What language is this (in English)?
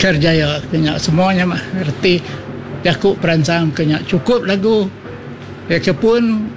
Iban